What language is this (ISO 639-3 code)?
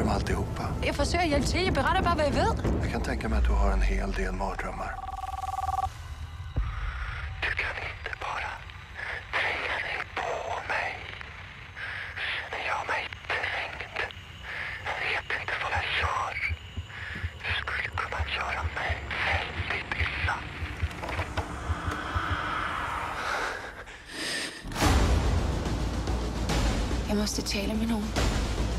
swe